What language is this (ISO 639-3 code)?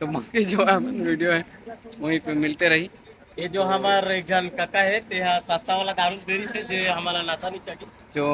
hne